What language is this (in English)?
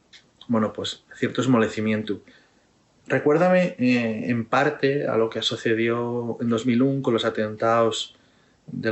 Asturian